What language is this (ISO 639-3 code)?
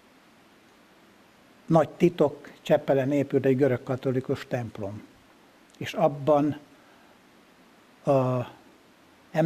hun